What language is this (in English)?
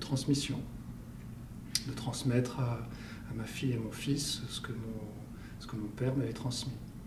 French